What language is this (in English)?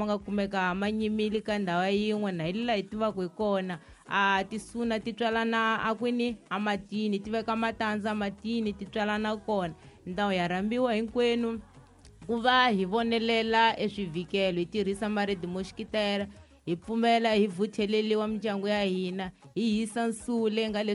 Tsonga